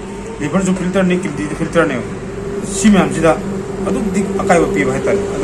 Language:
Manipuri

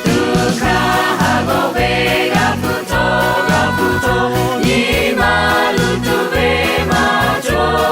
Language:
Lahu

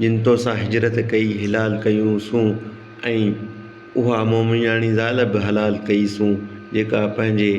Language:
Sindhi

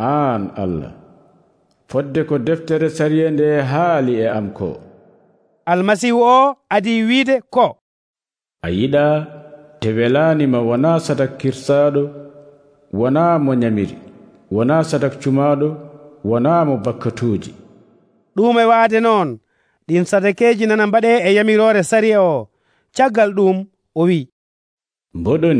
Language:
Nigerian Fulfulde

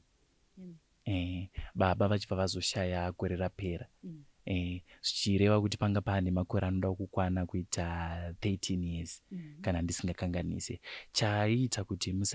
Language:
Shona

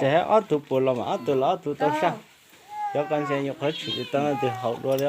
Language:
Hmong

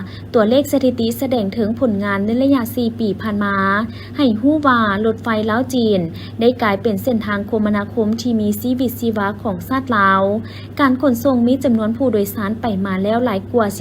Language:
Lao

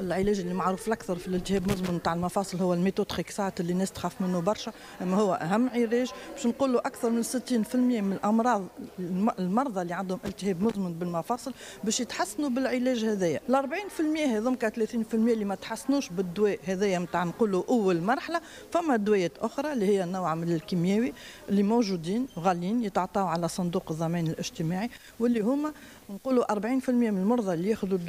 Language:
Tunisian Arabic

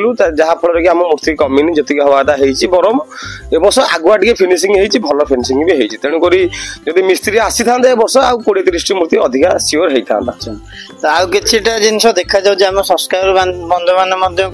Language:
Odia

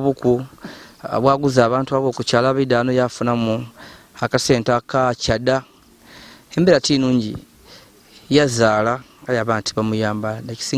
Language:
Ganda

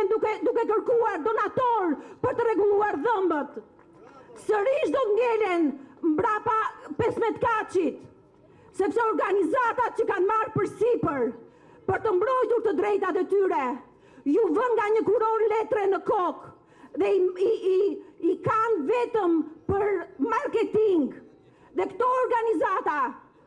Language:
Albanian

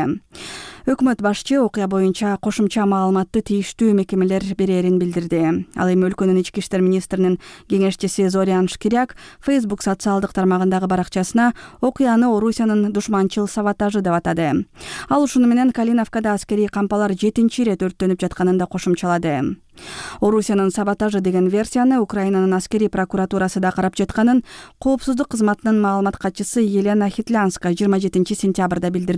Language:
Kyrgyz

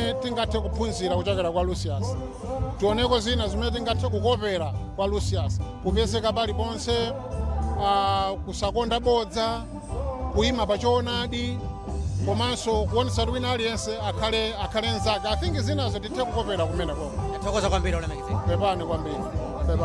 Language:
Nyanja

